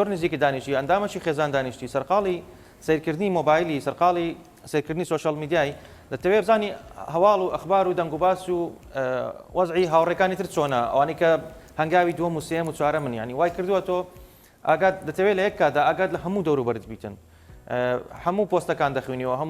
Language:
Central Kurdish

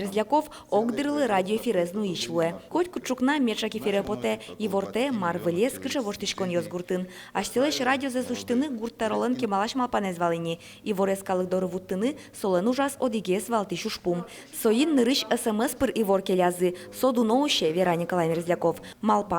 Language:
Udmurt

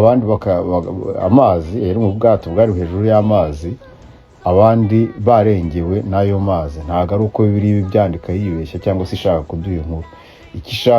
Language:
Kinyarwanda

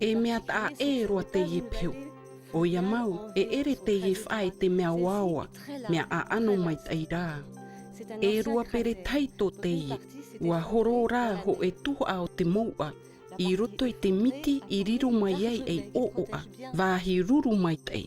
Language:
Tahitian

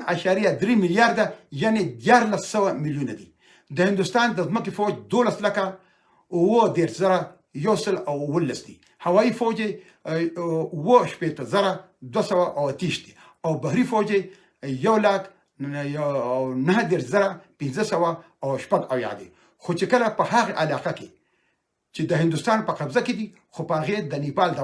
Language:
Pashto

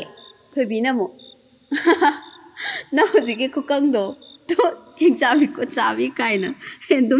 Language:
Manipuri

